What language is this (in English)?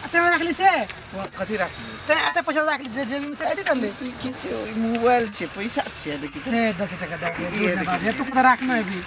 Maithili